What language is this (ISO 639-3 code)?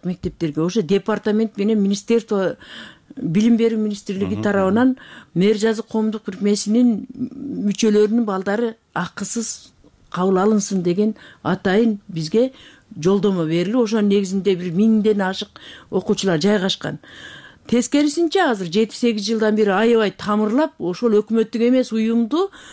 kir